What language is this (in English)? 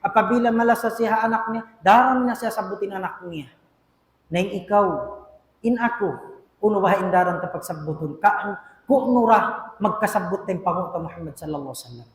Tausug